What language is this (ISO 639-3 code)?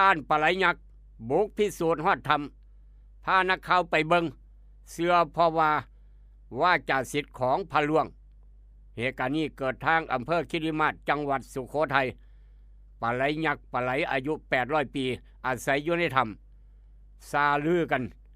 tts